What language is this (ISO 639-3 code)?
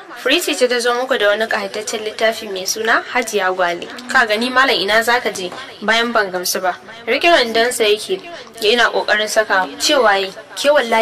hau